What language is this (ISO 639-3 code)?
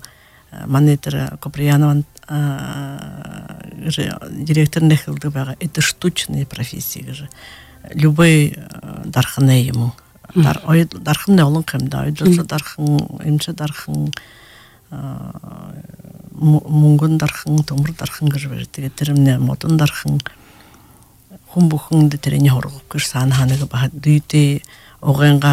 bua